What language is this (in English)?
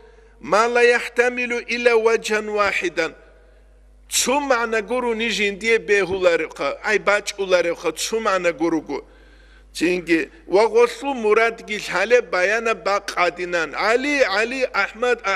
Avaric